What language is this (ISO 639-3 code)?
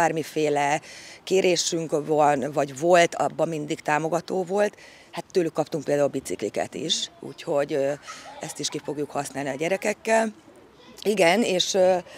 hun